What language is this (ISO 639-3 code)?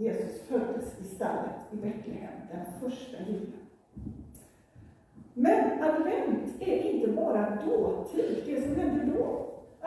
swe